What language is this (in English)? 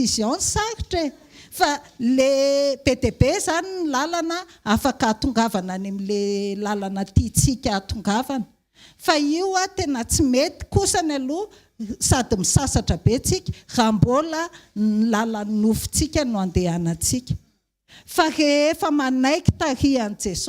Malagasy